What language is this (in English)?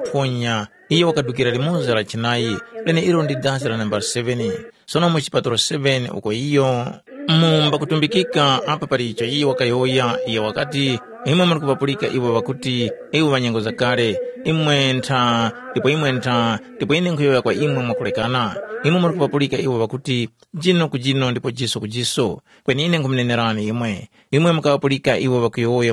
Tumbuka